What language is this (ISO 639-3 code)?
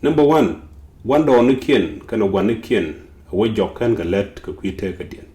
nus